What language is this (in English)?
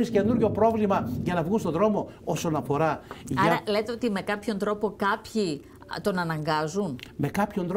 Greek